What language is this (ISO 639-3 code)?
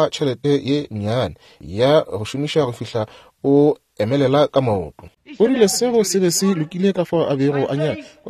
nso